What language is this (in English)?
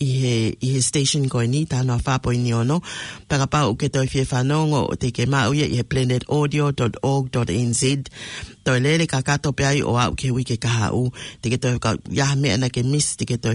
Tongan